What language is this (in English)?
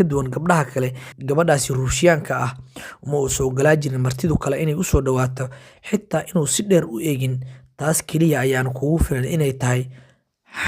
Somali